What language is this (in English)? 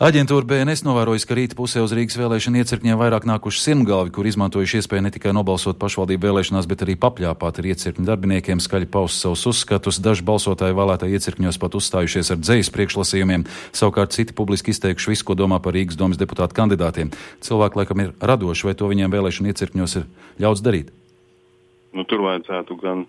Latvian